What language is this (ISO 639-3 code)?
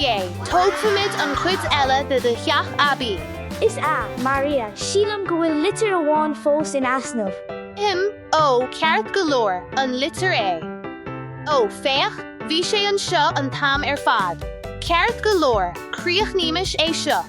gle